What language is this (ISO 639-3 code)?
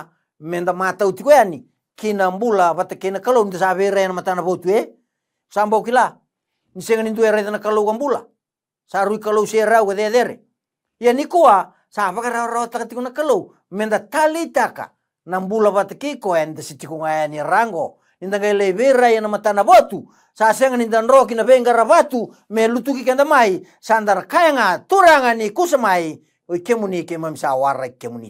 fij